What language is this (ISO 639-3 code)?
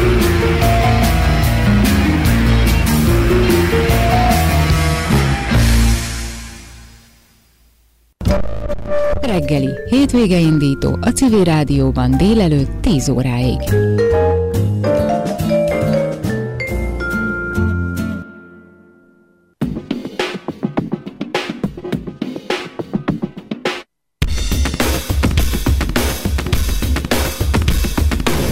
hun